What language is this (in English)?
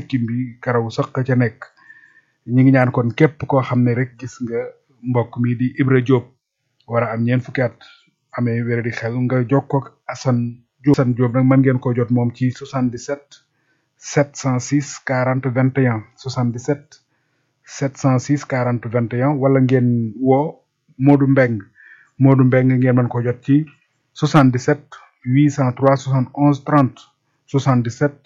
Wolof